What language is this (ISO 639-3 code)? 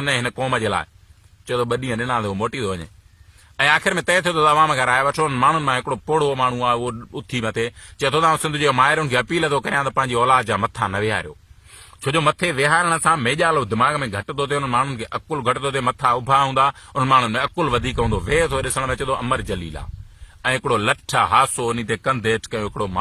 snd